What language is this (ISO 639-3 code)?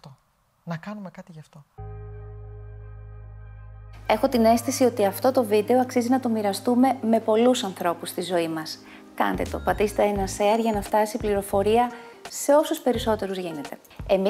ell